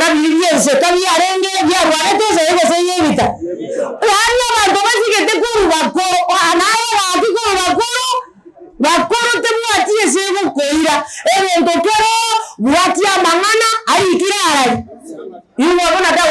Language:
Gusii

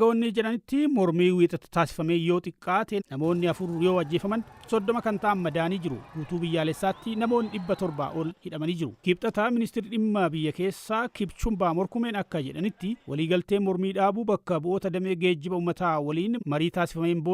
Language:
Oromo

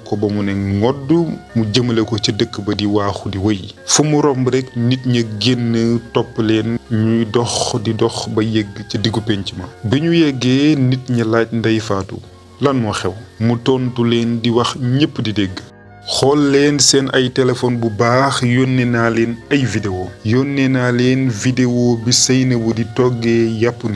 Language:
Wolof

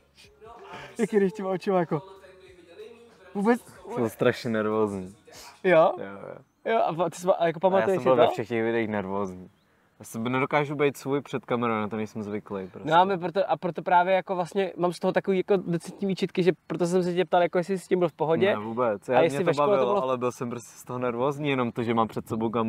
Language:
Czech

